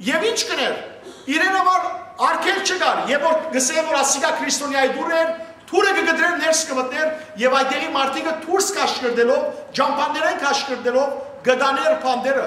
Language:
Western Armenian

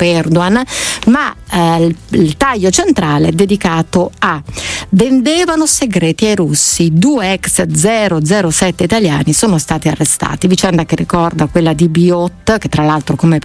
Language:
Italian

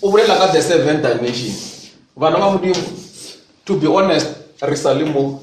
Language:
Northern Sotho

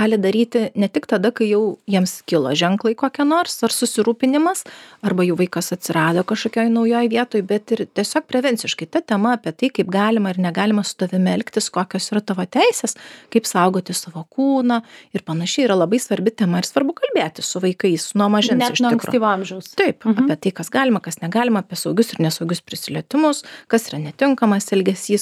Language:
Lithuanian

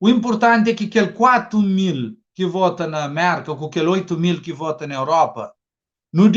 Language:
Kabuverdianu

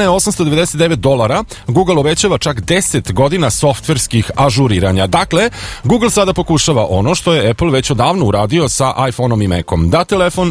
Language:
Serbian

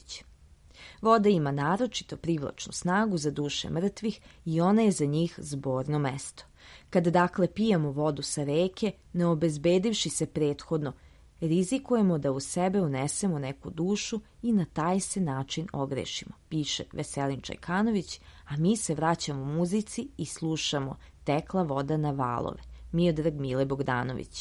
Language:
Serbian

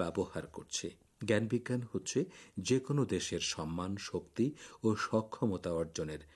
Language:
Bangla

